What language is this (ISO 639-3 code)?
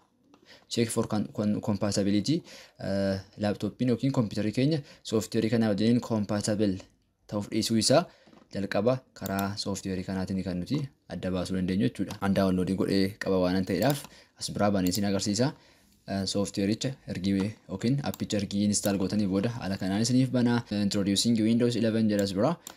orm